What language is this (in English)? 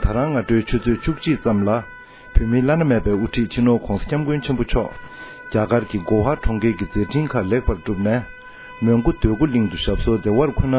Tibetan